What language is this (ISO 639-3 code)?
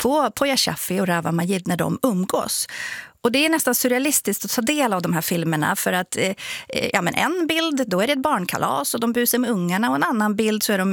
swe